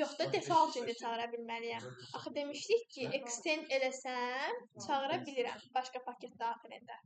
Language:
Azerbaijani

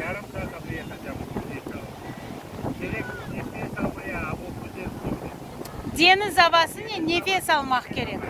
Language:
Crimean Tatar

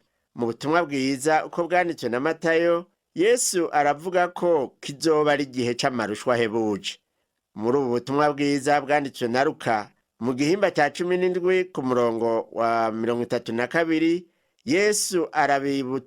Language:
Rundi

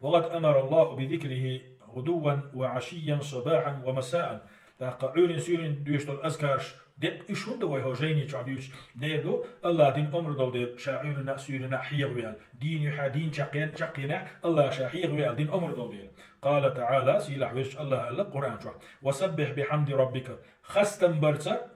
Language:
Chechen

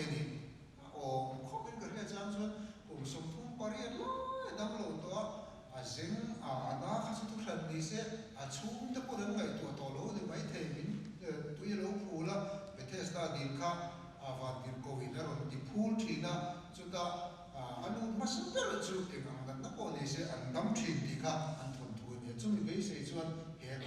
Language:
Mizo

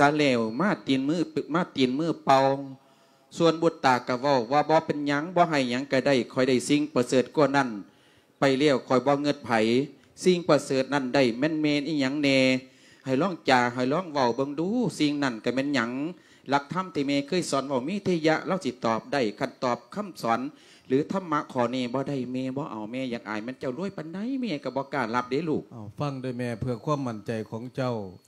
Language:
Lao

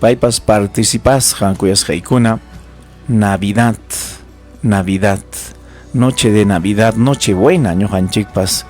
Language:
Ayacucho Quechua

